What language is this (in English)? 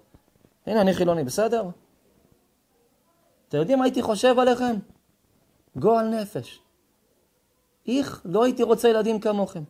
Hebrew